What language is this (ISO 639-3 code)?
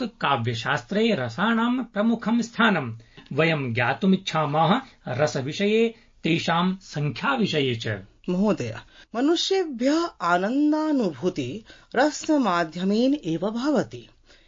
san